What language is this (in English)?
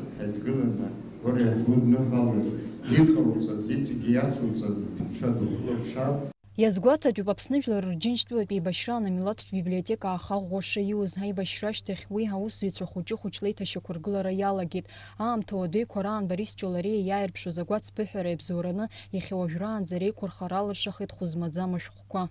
Abkhazian